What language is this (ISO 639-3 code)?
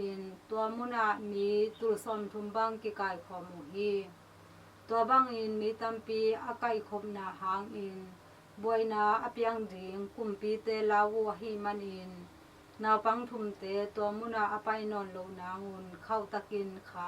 ctd